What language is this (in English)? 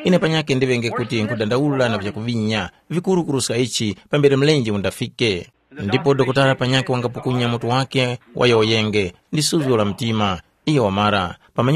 Tumbuka